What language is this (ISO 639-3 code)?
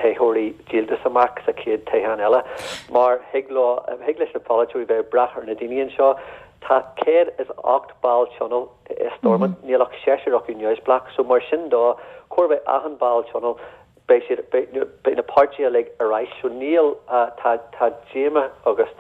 gle